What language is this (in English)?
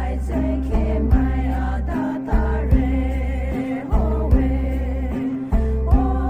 Poumei Naga